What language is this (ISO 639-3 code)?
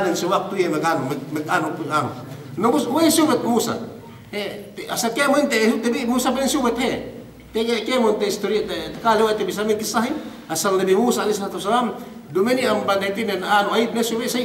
yka